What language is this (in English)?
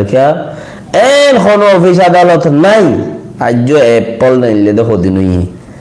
Rohingya